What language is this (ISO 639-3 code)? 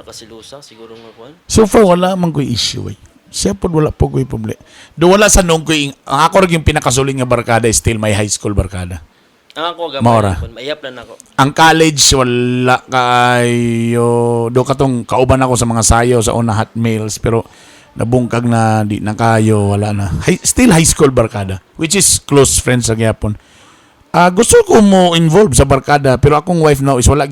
ceb